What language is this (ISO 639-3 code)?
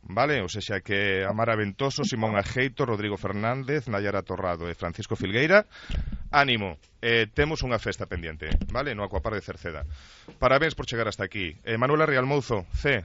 glg